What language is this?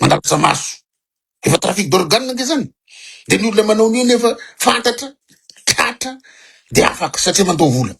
Malagasy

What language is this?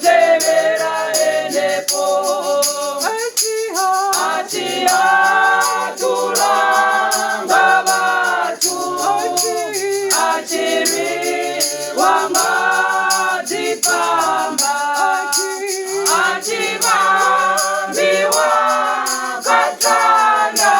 Venda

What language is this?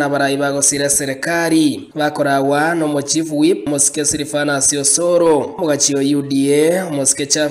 Gusii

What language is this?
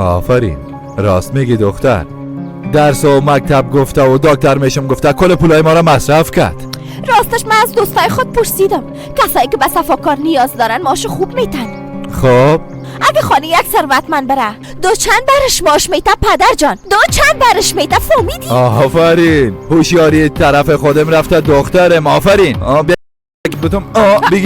Persian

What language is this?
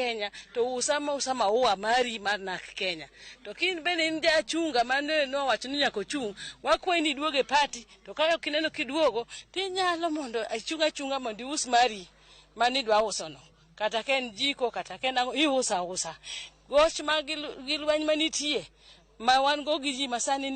Luo (Kenya and Tanzania)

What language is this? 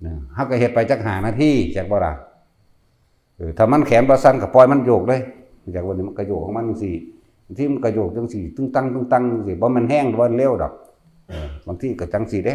Northeastern Thai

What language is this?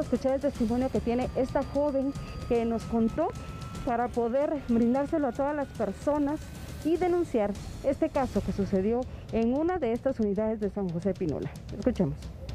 Spanish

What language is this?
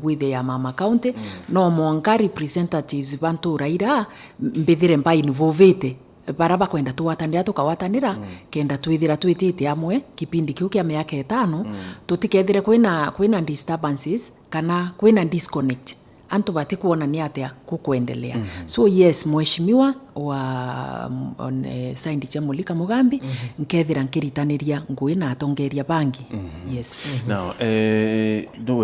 Meru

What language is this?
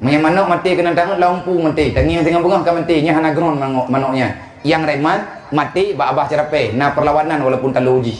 Achinese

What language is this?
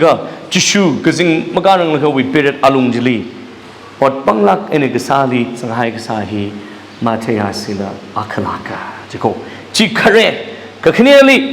Tangkhul Naga (India)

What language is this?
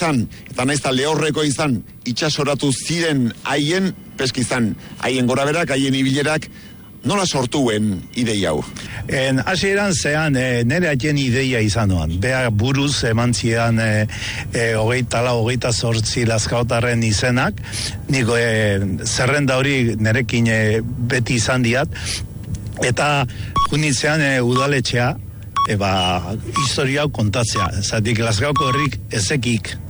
Basque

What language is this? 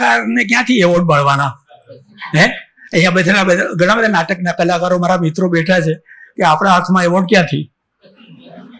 Gujarati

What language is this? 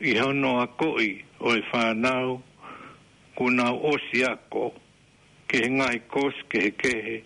Tongan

